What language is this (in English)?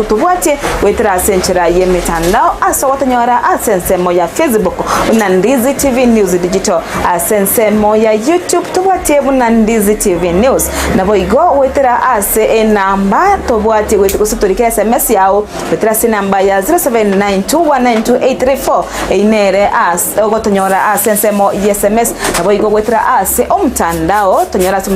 Gusii